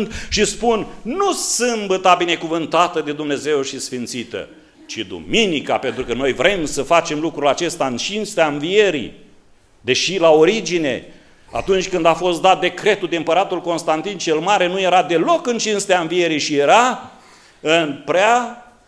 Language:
Romanian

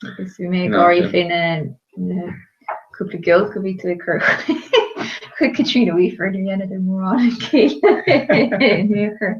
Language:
Irish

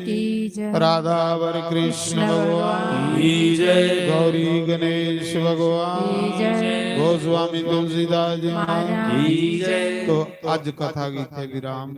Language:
Dogri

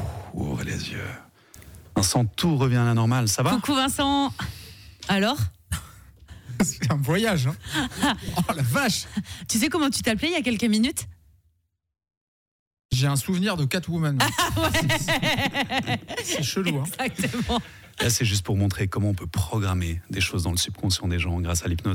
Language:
French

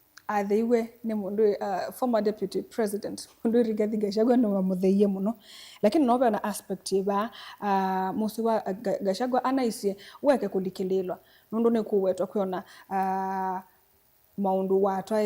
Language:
Kamba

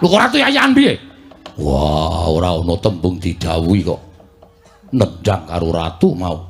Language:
Javanese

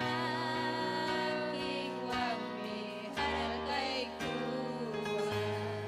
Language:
Ayacucho Quechua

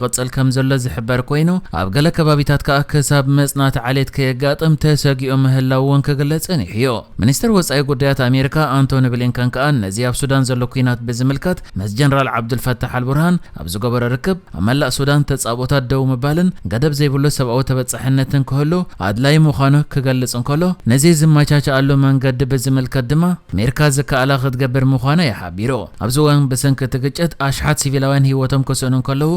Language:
Tigrinya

